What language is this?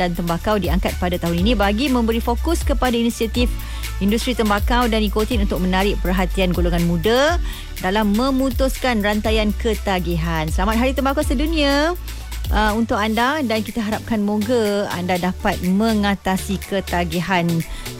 Malay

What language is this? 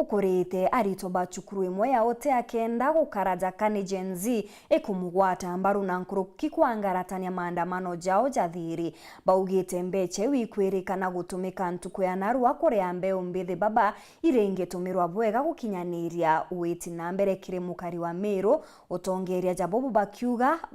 Meru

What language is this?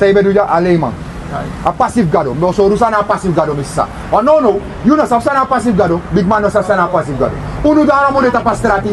Sranan Tongo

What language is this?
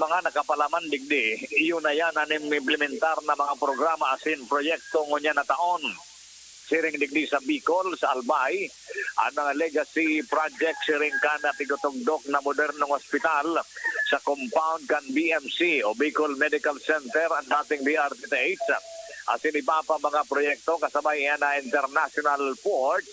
Bikol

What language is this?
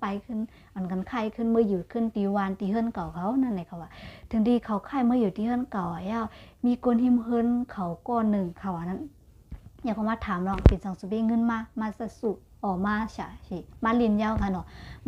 Shan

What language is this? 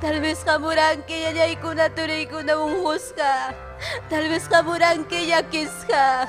Ayacucho Quechua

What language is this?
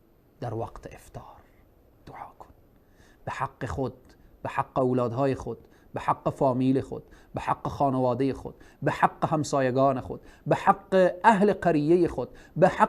Persian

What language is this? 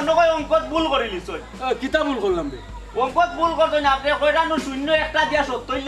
Sylheti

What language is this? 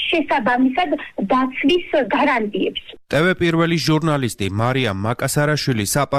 Georgian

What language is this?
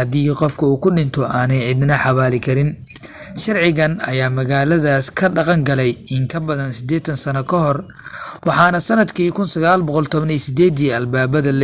Somali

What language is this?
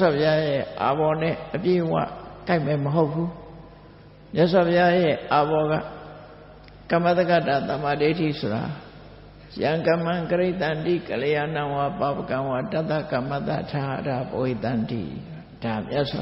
Burmese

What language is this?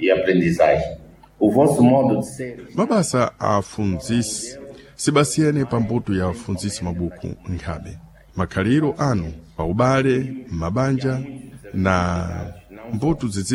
Sena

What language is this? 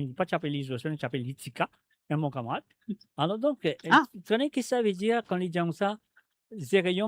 Morisyen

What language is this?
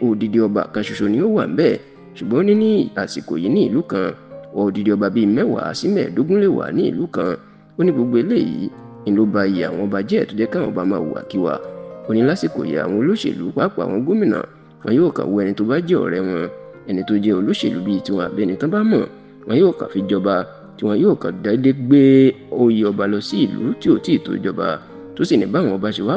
Yoruba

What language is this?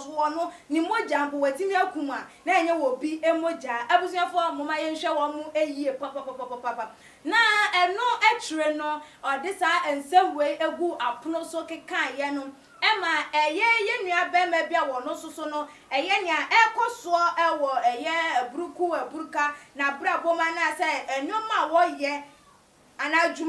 Akan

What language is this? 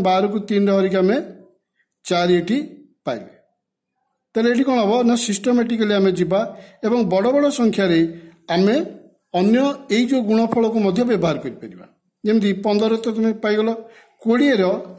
Odia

